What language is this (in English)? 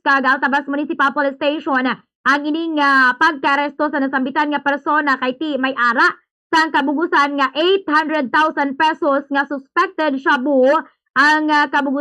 Hiligaynon